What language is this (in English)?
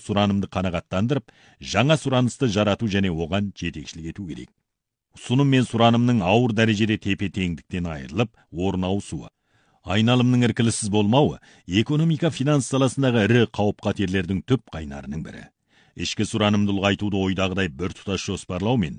Kazakh